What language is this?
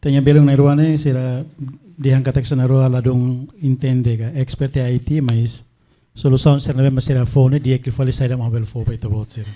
Tetum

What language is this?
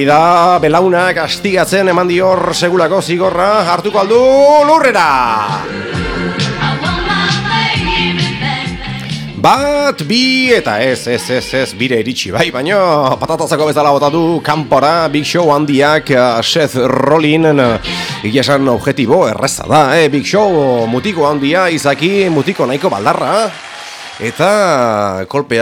Basque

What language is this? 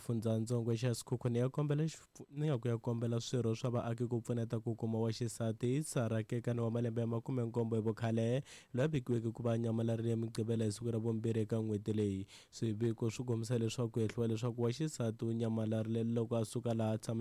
Tsonga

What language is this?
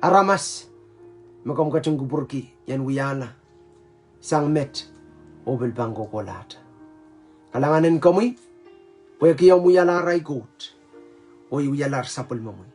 Pohnpeian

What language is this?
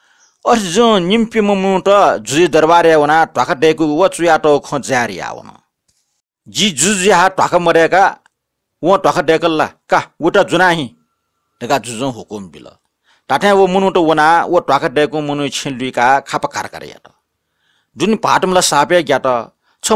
Newari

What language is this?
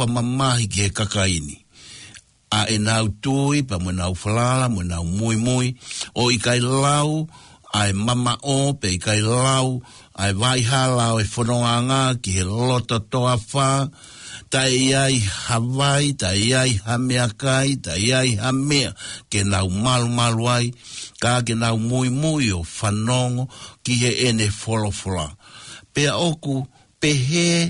Tongan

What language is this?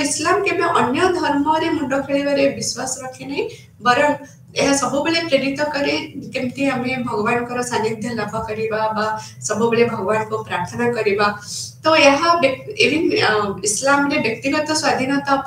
Odia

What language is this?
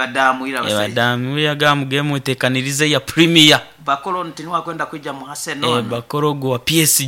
Nyoro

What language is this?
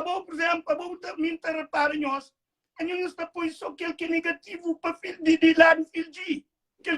Kabuverdianu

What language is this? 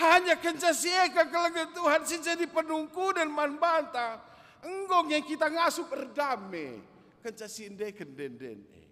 Batak Karo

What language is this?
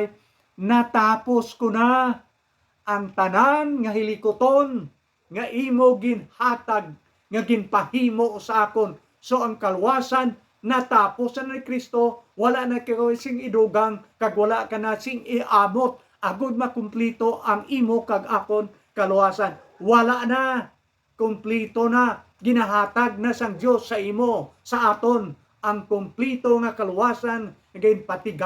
Hiligaynon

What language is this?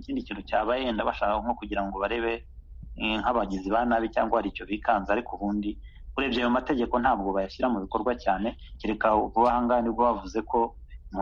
Kinyarwanda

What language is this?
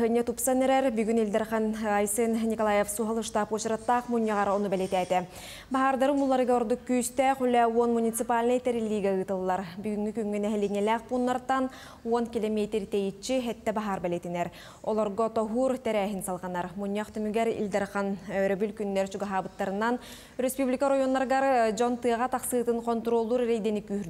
Yakut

